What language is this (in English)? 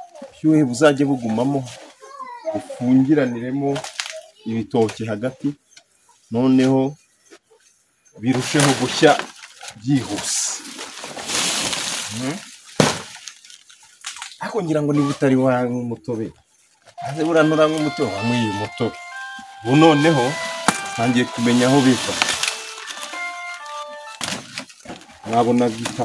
Kinyarwanda